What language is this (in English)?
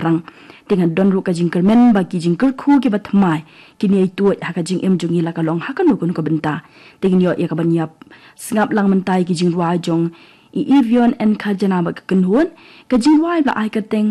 Khasi